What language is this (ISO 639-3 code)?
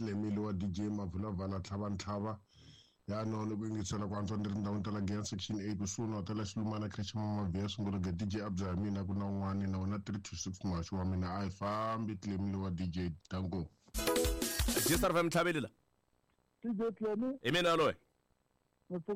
tso